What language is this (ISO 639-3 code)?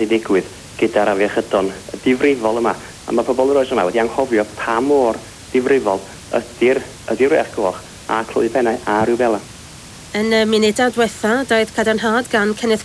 cym